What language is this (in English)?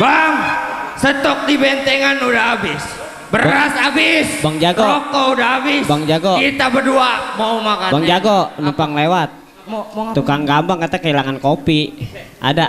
Betawi